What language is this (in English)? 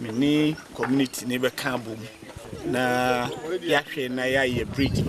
Akan